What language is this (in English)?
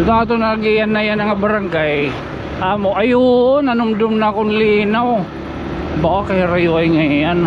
Waray